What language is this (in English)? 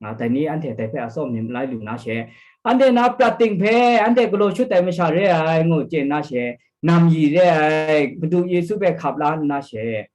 Kachin